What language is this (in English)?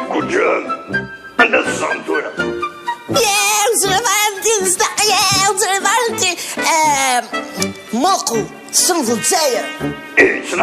Kabyle